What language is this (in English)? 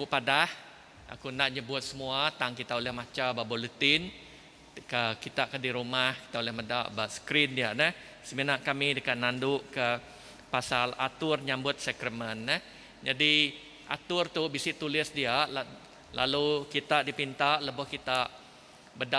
Iban